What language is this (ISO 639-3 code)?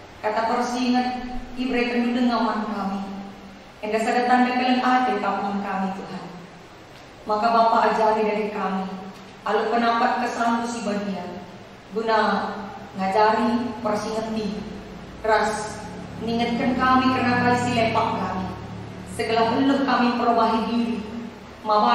btx